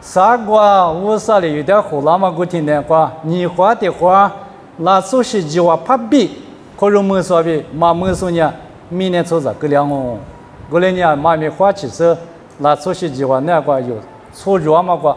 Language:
Lisu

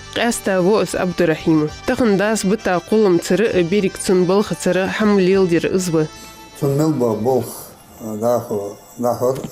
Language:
Ingush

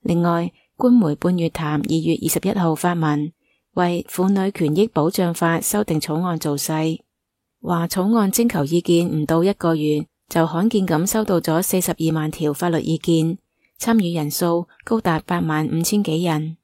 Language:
Cantonese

